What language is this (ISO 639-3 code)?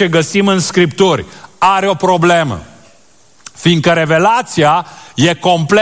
ron